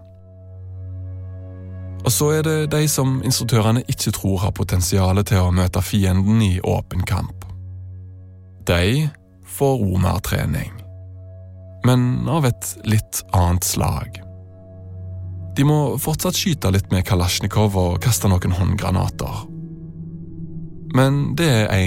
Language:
Norwegian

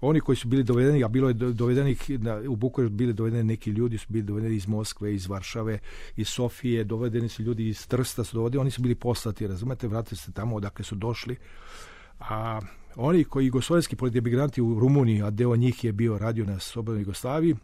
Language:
Serbian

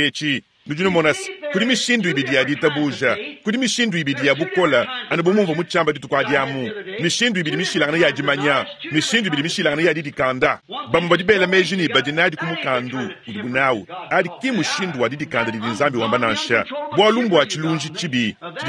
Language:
Luba-Lulua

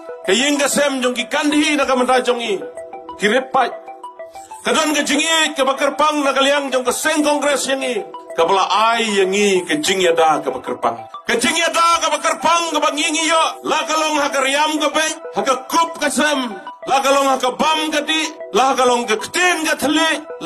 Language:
Khasi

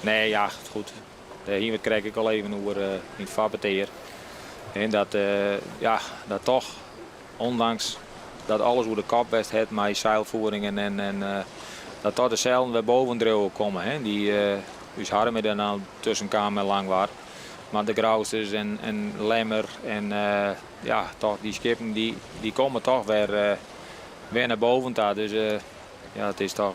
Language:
Western Frisian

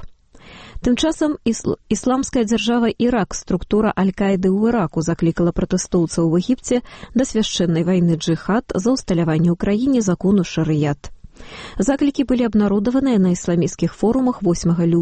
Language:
Belarusian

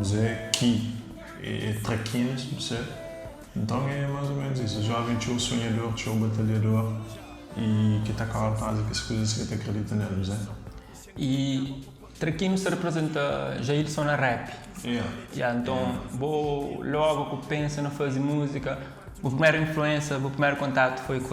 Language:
Kabuverdianu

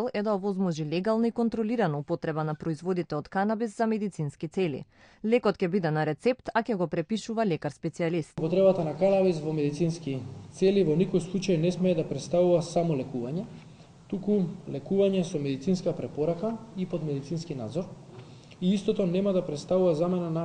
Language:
Macedonian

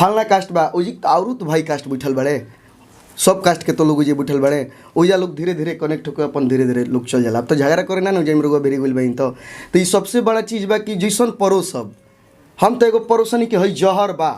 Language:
Bhojpuri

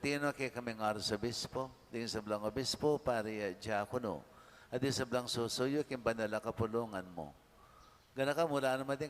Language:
Pampanga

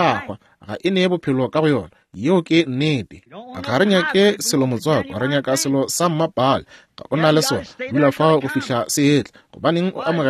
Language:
Northern Sotho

